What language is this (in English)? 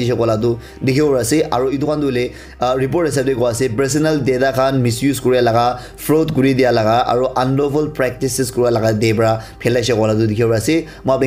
Naga Pidgin